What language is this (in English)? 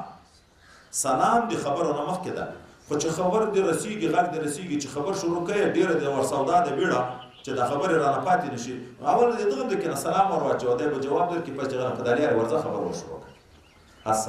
Pashto